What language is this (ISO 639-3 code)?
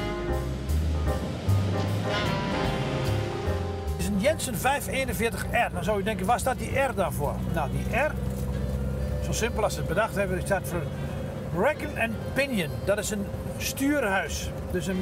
nld